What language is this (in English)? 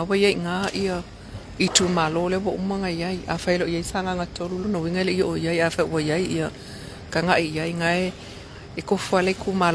Samoan